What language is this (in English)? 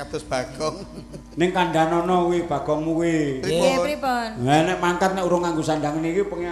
Javanese